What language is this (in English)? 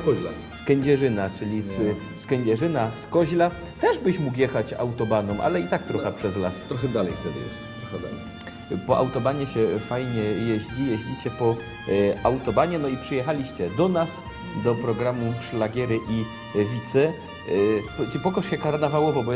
Silesian